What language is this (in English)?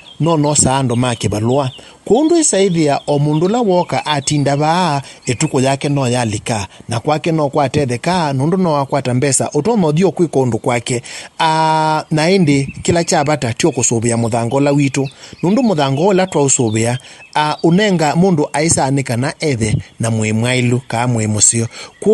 Kamba